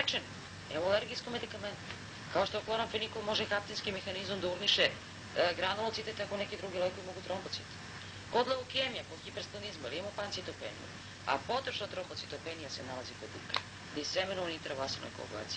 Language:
Serbian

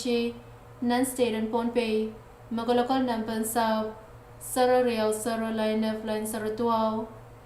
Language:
Pohnpeian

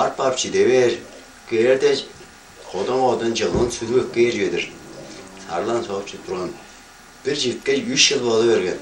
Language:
Tuvinian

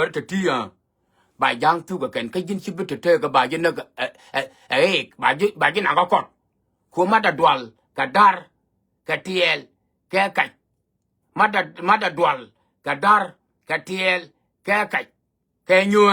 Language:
Nuer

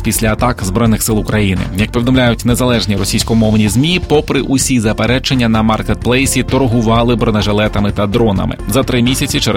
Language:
Ukrainian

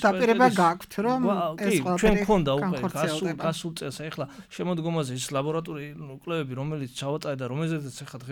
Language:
Georgian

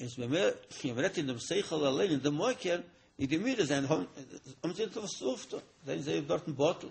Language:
Yiddish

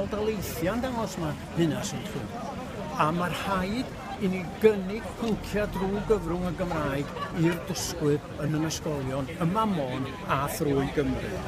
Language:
Welsh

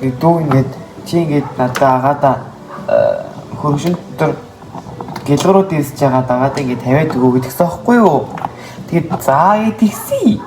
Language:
Mongolian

